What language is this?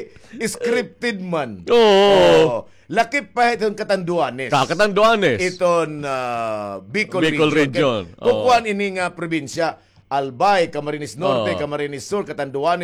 Waray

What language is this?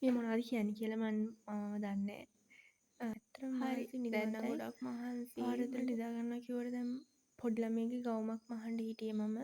Sinhala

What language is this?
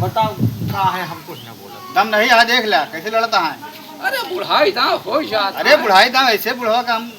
Awadhi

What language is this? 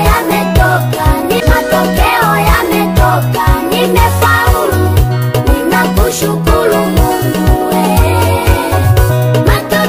Swahili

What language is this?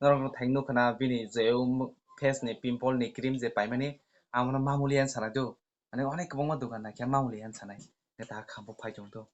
Kok Borok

